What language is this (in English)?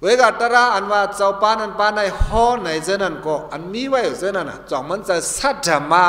Shan